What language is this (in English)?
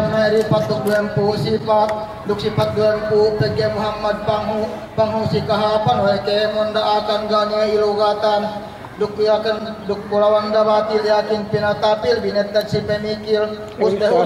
Yakan